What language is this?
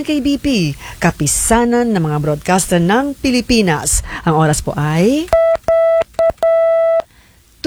Filipino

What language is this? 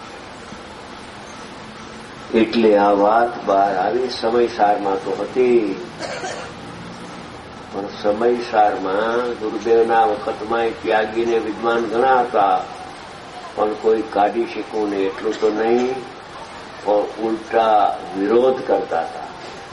Gujarati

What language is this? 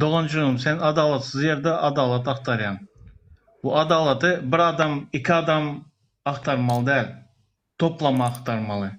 Turkmen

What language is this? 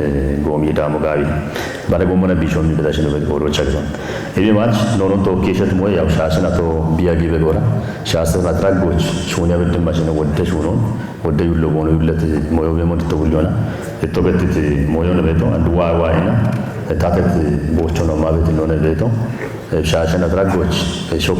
Kafa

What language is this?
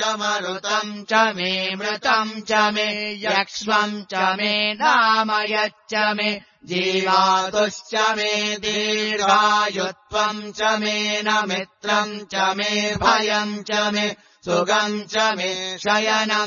Sanskrit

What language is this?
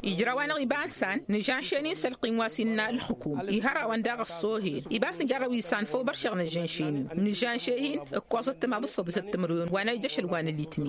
Tamasheq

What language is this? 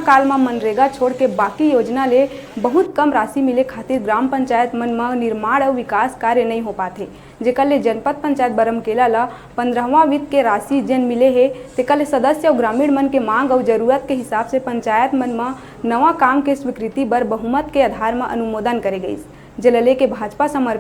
Chhattisgarhi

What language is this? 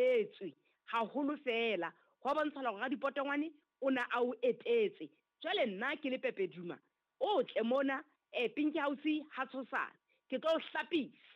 Southern Sotho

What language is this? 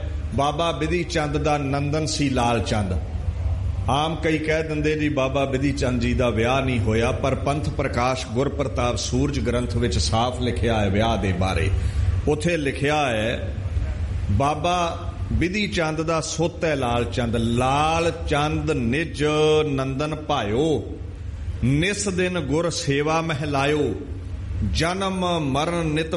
Punjabi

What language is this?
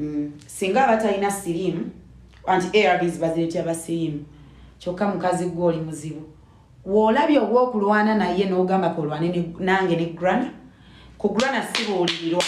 Ganda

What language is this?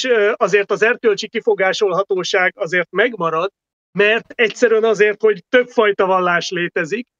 Hungarian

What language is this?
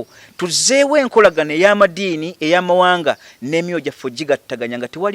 Ganda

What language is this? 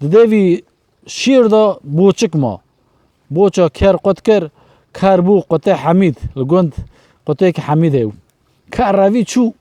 Kurdish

